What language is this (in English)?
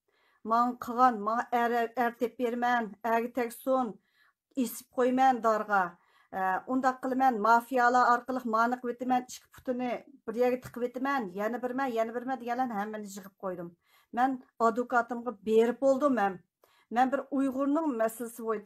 Uyghur